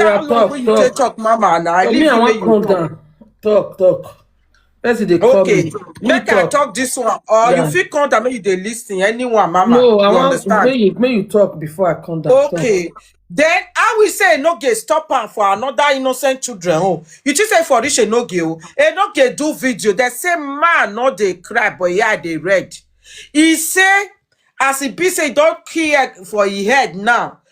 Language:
Nigerian Pidgin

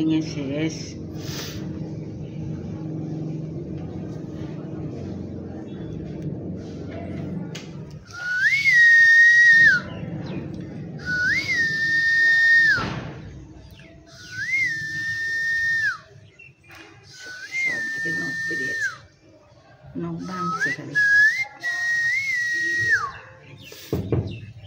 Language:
Bangla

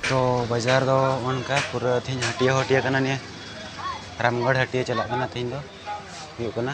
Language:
Santali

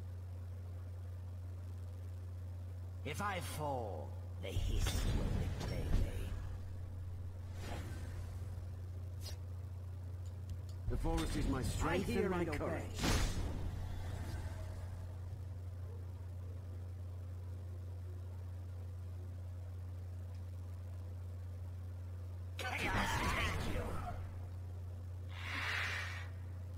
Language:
English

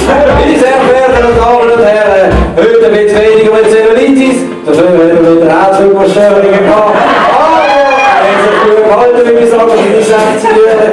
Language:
Swiss German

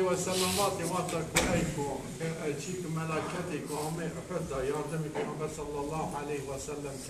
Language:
Zaza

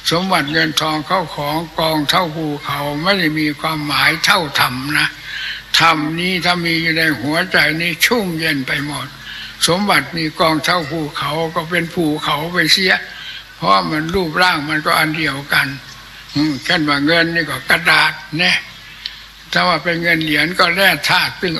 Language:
Thai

